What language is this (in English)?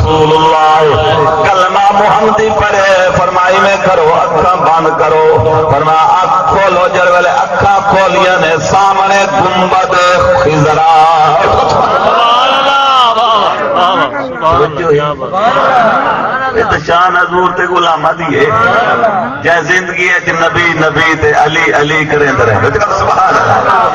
Saraiki